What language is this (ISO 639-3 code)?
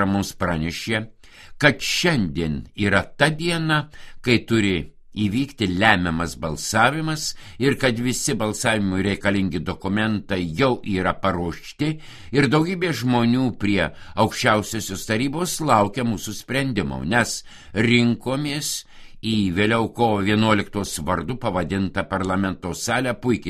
lit